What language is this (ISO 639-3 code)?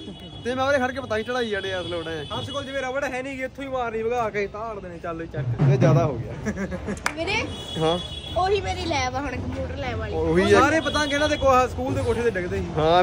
pan